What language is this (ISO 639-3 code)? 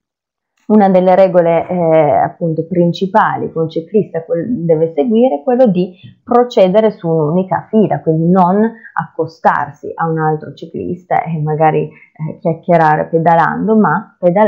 ita